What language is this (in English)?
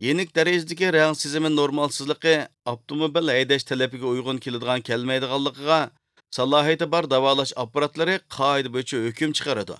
Uyghur